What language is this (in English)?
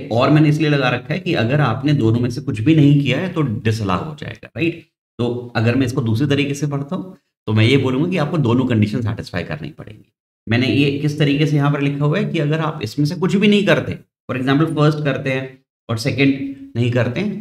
Hindi